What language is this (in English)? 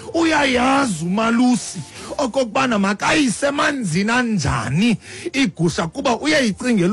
Xhosa